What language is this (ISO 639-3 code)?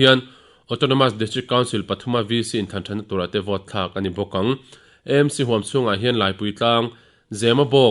lus